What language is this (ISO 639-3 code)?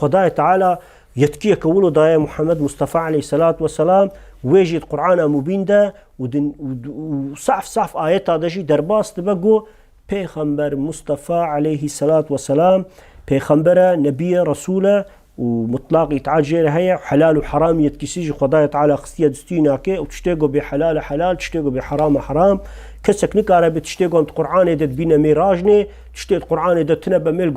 kur